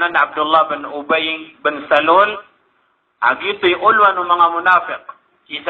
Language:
Maranao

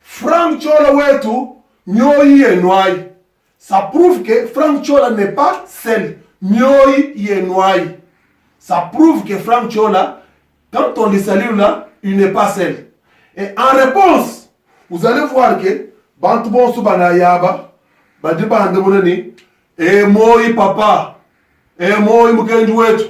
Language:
Luba-Lulua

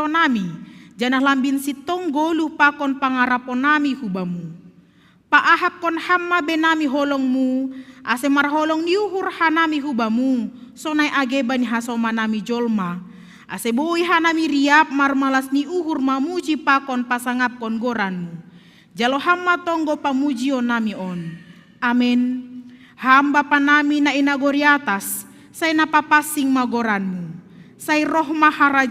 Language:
Batak Simalungun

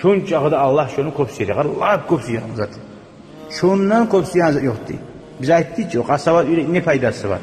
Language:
Kumyk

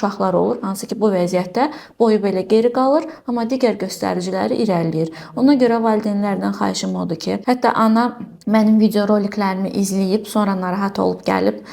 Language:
Azerbaijani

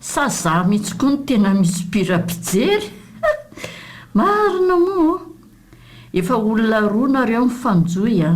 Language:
Malagasy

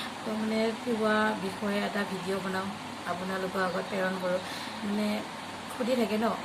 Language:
Assamese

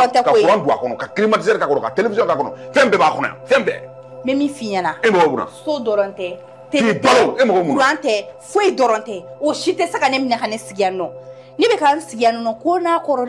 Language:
Bambara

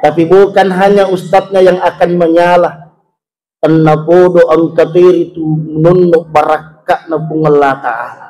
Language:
Buginese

